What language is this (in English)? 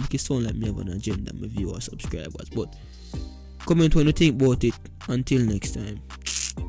Jamaican Creole English